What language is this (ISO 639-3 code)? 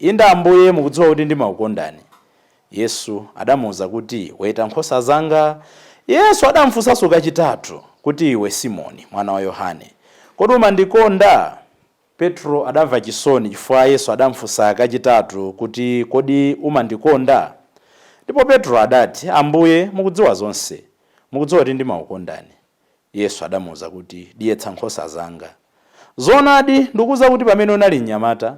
nya